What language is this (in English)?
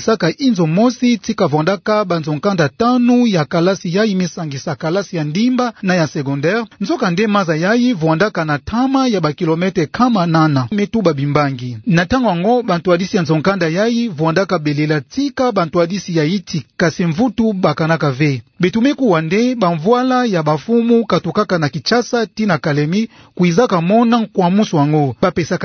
Kituba (Democratic Republic of Congo)